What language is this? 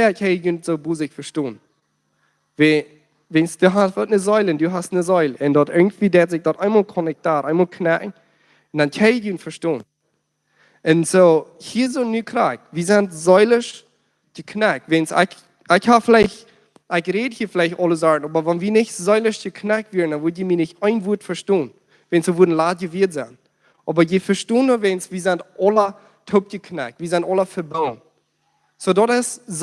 Plautdietsch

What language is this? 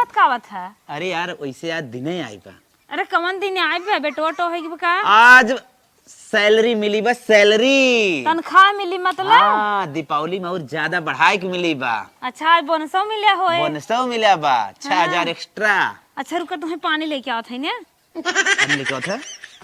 Awadhi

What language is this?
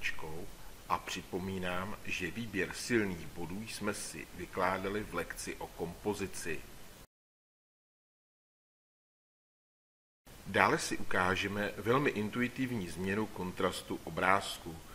Czech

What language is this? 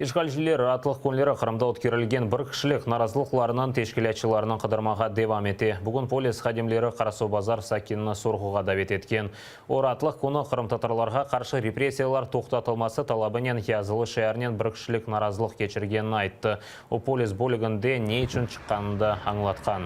Crimean Tatar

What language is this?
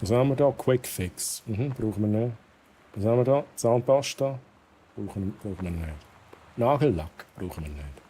Swiss German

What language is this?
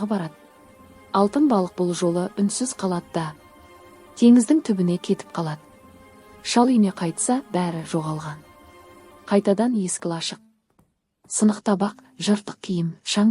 Kazakh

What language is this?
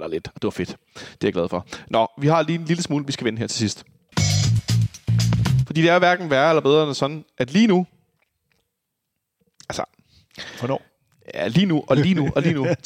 Danish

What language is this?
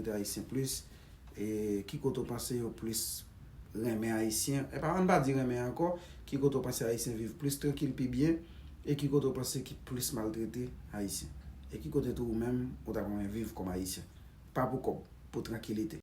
Haitian Creole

